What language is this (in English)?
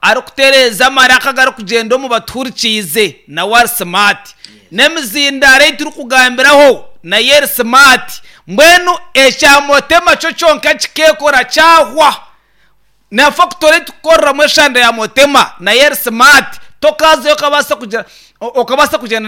Nyankole